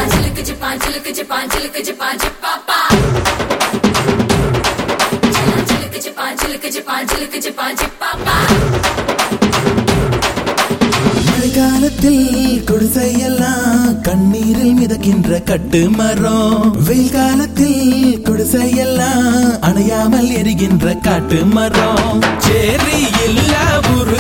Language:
Tamil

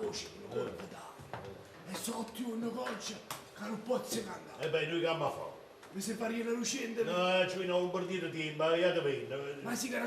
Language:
Neapolitan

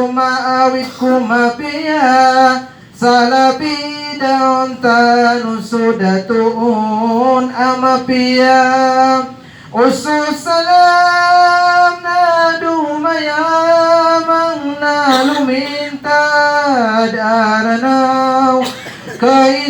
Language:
Maranao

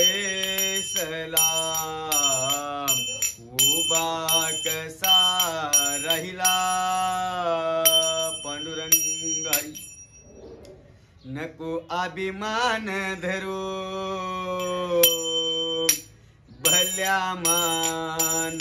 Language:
Marathi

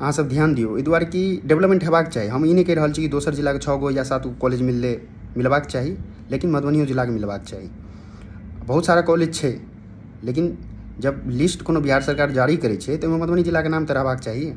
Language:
Maithili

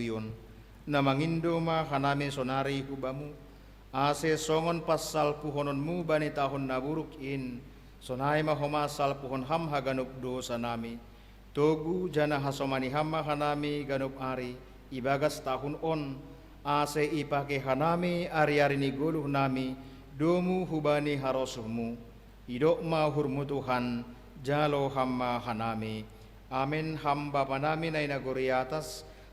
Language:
Batak Simalungun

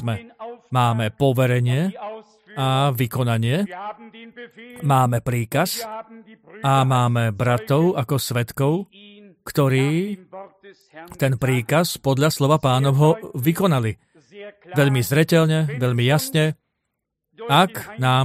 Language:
Slovak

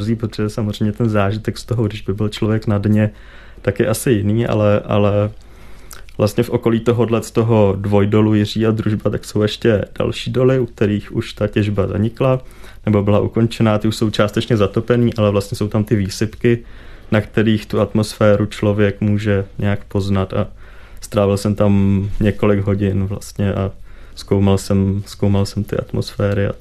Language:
Czech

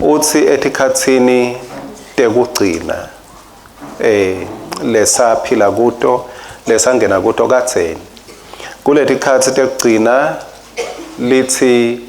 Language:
Swati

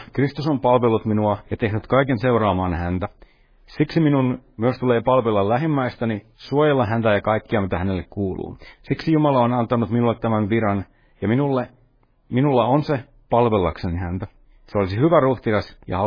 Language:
Finnish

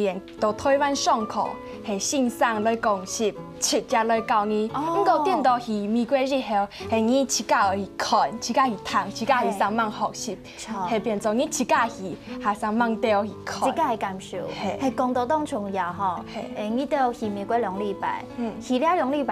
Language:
Hakka Chinese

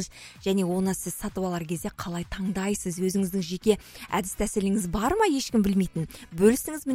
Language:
Kazakh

